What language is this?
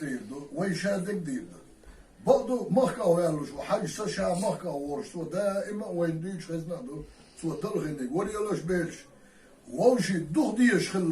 Chechen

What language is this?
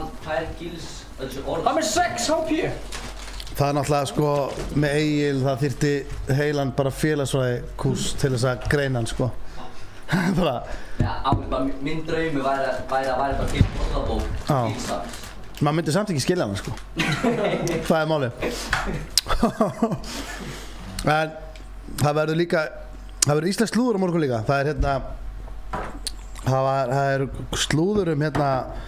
Icelandic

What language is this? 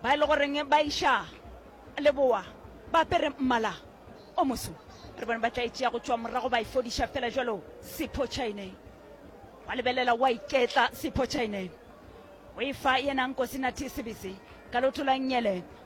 Northern Sotho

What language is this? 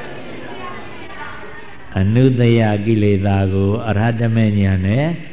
Burmese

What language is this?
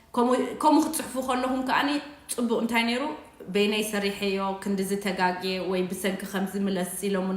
Tigrinya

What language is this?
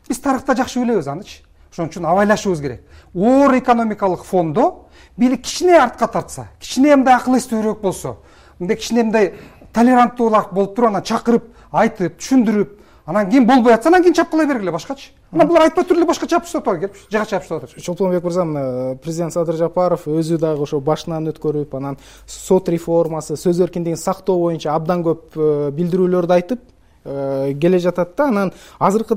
Kyrgyz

